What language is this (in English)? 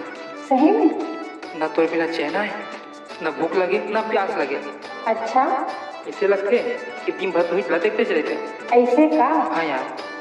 Chhattisgarhi